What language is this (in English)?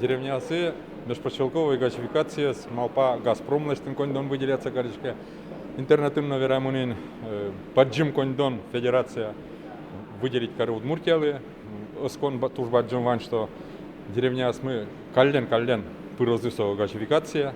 Udmurt